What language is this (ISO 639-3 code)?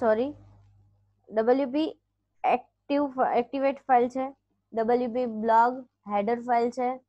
guj